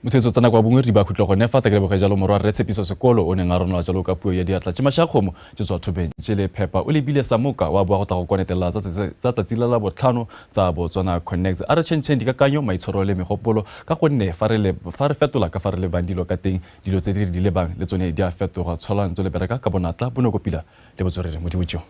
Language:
Tswana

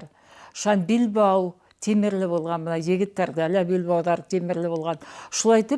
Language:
Bashkir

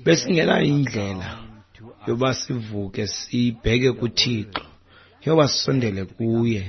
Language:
Xhosa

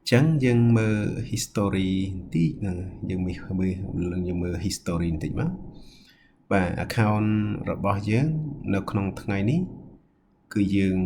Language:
Khmer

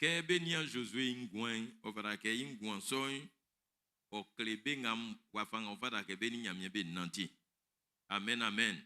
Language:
Baoulé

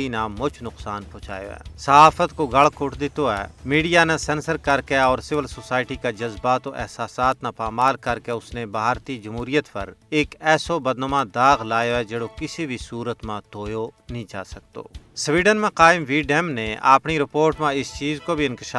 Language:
Gujari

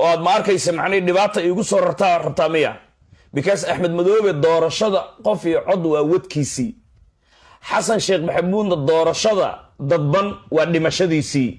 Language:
Somali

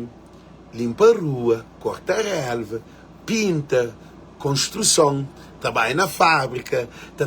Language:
Kabuverdianu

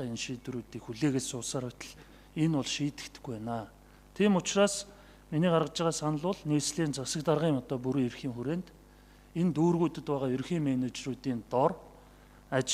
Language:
Mongolian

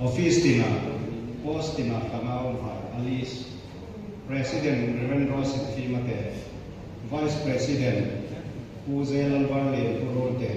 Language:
Hmar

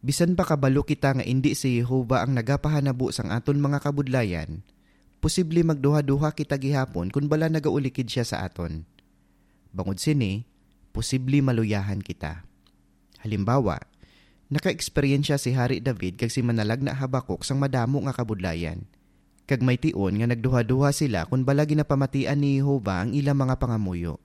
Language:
Hiligaynon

